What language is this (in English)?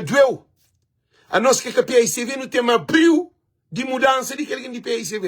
Kabuverdianu